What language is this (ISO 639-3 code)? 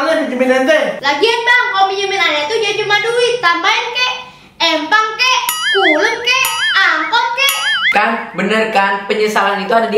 bew